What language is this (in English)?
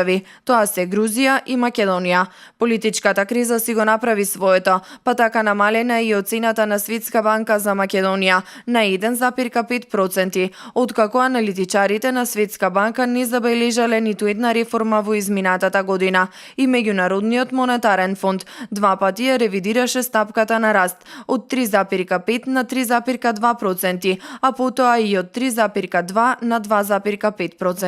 Macedonian